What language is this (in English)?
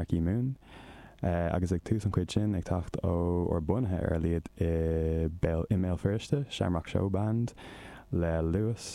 Irish